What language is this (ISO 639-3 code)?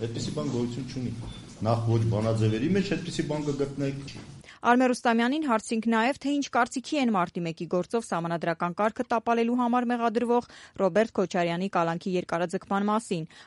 hye